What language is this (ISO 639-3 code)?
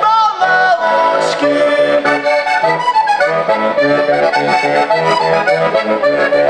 slk